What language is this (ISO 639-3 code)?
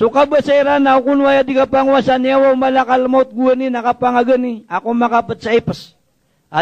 mrw